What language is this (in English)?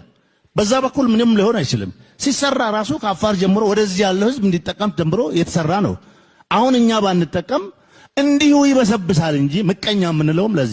Amharic